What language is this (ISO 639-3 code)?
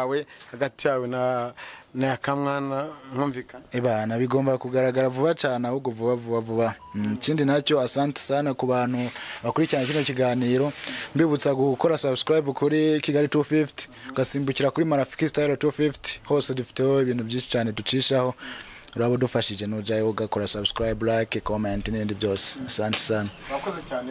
kin